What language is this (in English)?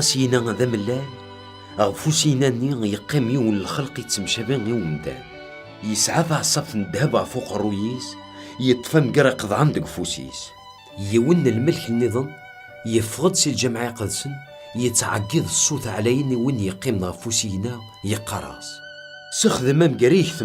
Kabyle